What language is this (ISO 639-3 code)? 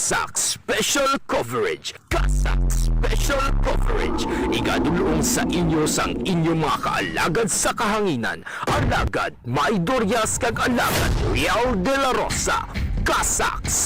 hil